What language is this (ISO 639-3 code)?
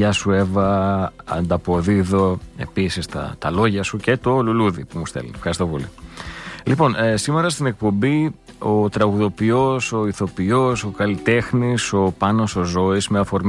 ell